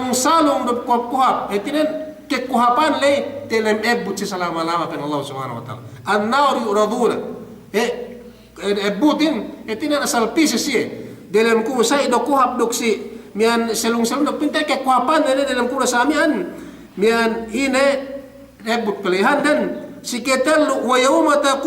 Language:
Yakan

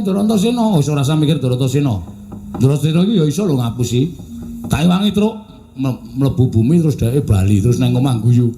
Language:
Javanese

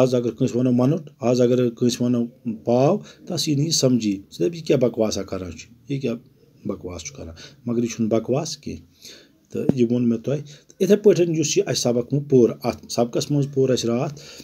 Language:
Kashmiri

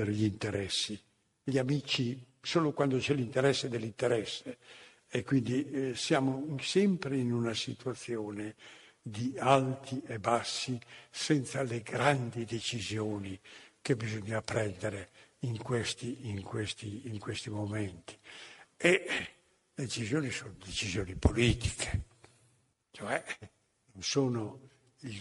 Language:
Italian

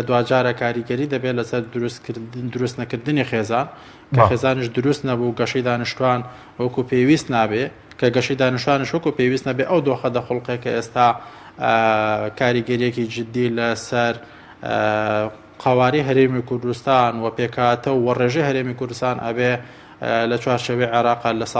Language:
Central Kurdish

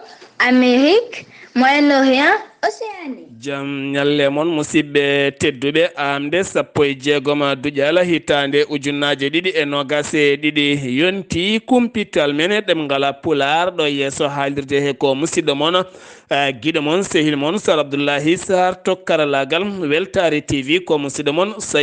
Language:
Fula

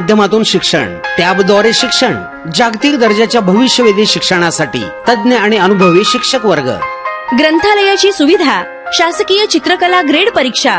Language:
Marathi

